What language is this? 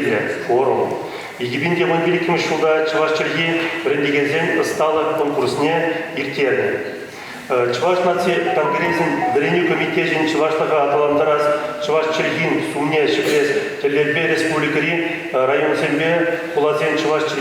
Chuvash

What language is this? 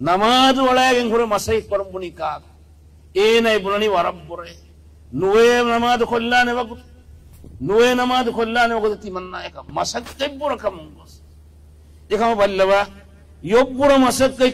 Divehi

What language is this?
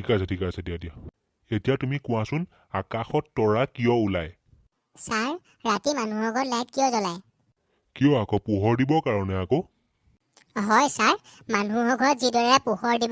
Assamese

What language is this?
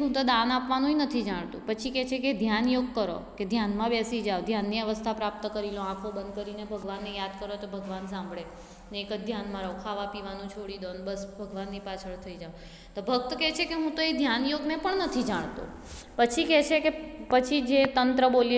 Gujarati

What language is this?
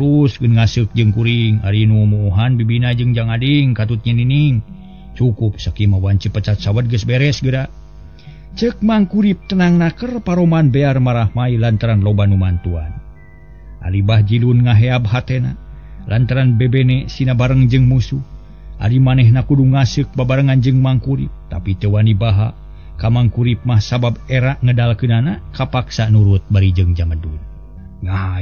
Sundanese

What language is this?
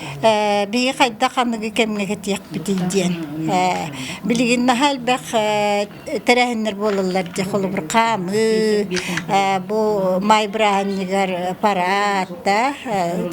Yakut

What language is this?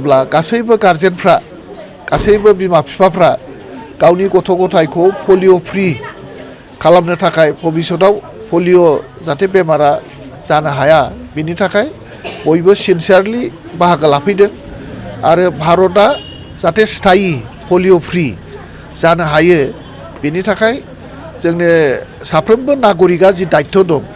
Bodo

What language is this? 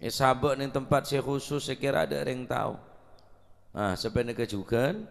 Madurese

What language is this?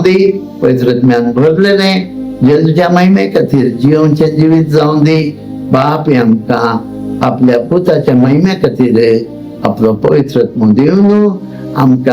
Konkani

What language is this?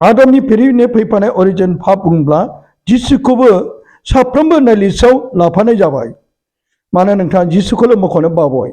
Bodo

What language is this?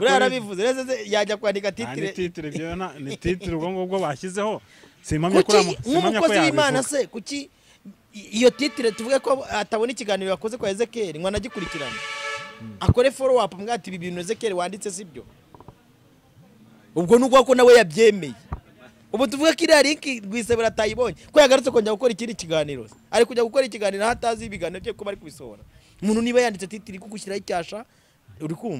Kinyarwanda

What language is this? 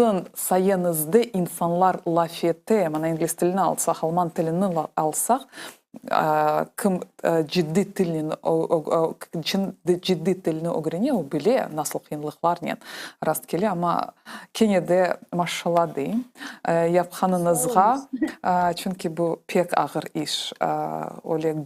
Crimean Tatar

